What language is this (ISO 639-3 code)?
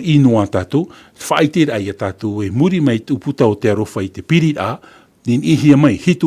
tah